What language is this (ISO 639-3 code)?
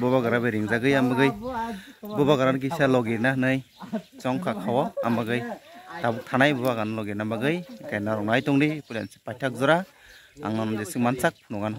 trp